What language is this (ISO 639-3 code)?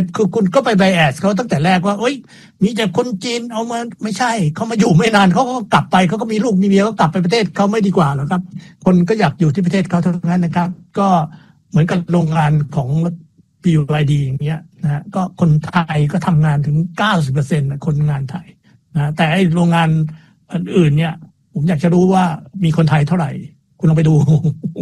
tha